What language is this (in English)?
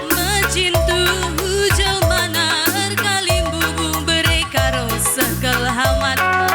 Batak Karo